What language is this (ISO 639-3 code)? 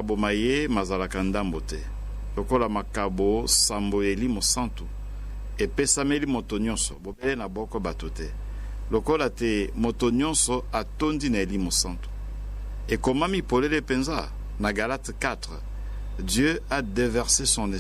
lin